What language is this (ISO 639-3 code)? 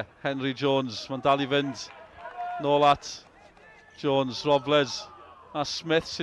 cym